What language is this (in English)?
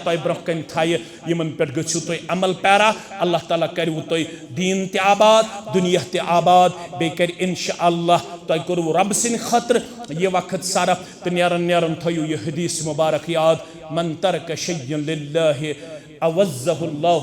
Kashmiri